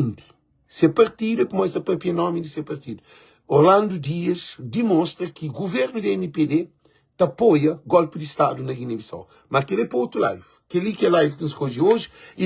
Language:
Kabuverdianu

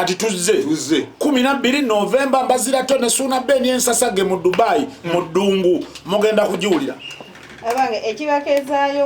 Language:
Ganda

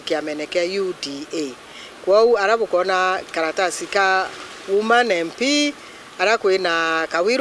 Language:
Meru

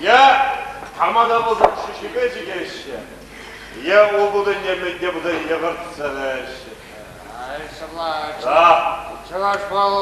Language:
Chuvash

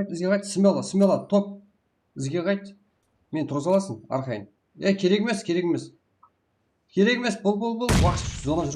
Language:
Kara-Kalpak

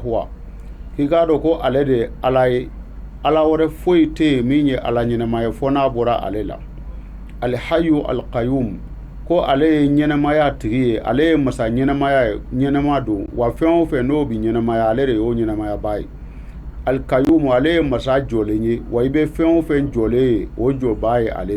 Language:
Bambara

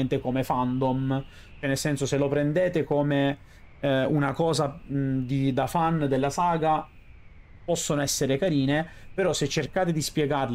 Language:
Italian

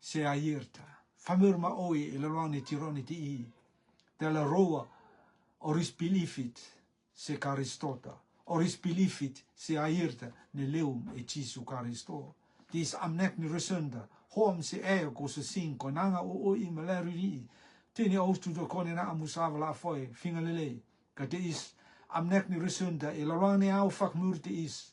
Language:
Rotuman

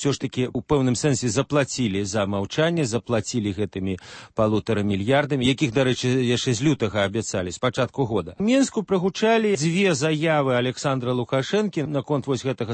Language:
Belarusian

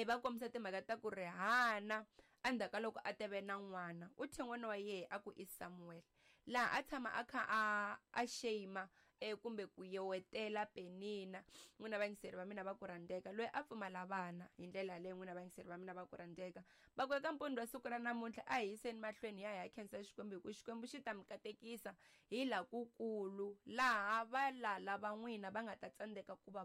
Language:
Tsonga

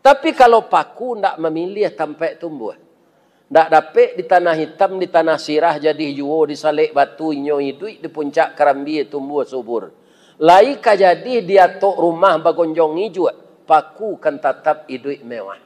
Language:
Minangkabau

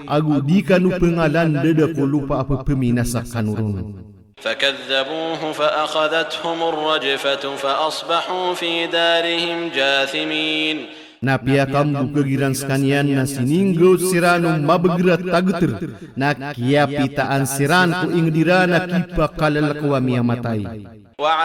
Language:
Maranao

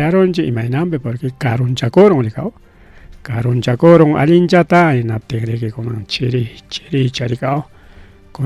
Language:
Ayacucho Quechua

